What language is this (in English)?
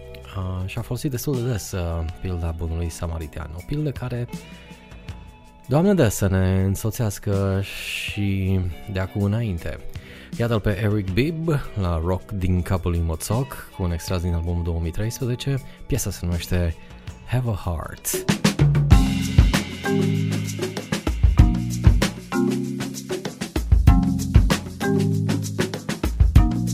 Romanian